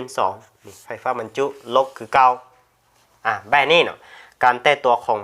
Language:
Lao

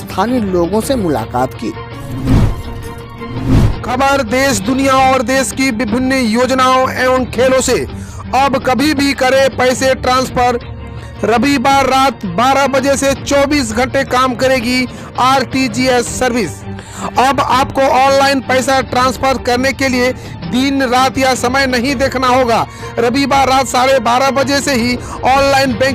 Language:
Hindi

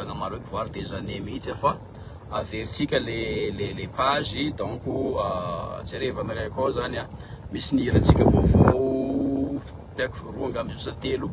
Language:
Malagasy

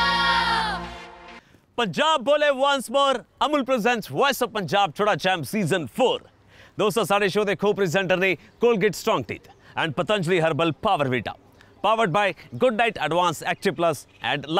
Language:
Punjabi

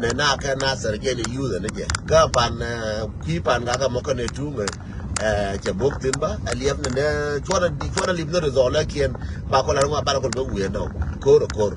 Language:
Nuer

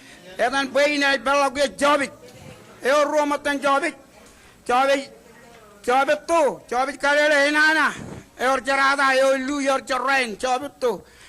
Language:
Marshallese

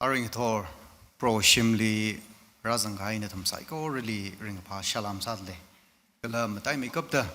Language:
Tangkhul Naga (India)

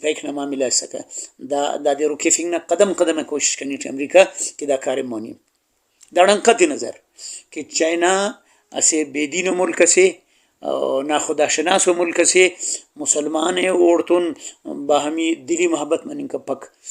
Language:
Brahui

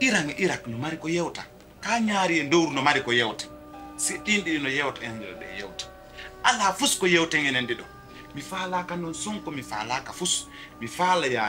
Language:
Pular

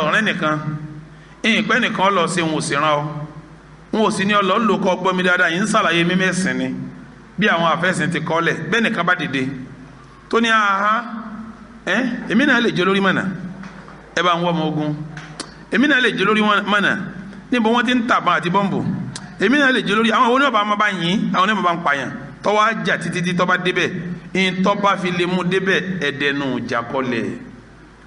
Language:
Yoruba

